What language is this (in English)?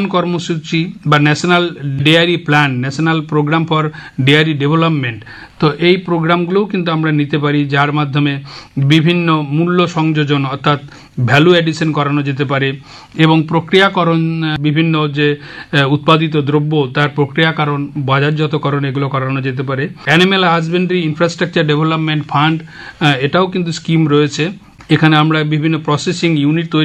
Bangla